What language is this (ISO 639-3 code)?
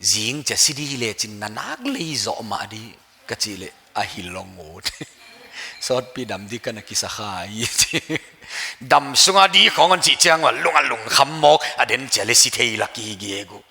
pck